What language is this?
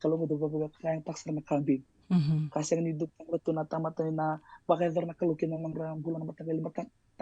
Fijian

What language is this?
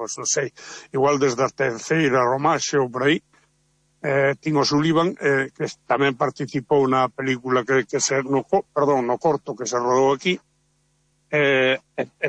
Galician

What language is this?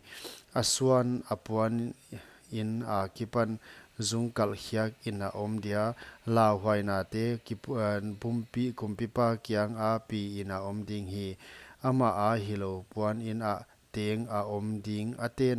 Paite Chin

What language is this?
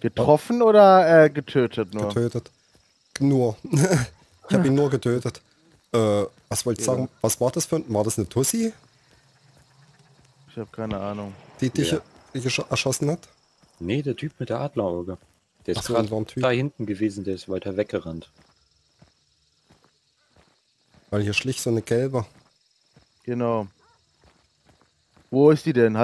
German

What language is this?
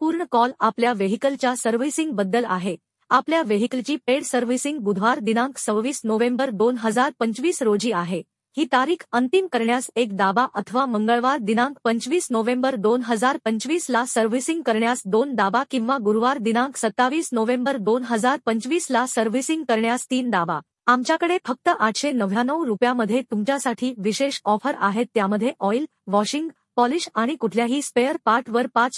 Marathi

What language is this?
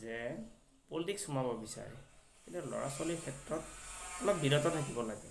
Assamese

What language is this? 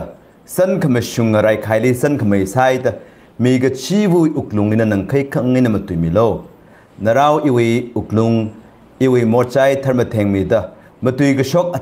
Tangkhul Naga (India)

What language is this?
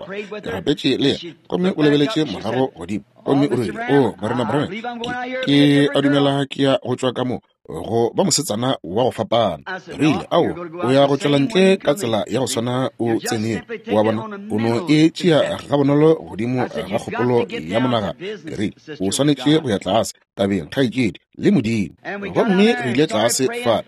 Northern Sotho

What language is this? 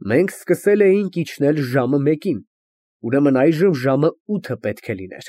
Armenian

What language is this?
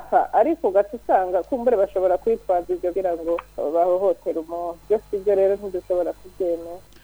Rundi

